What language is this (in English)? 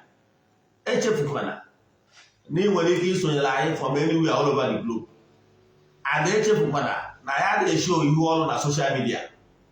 Igbo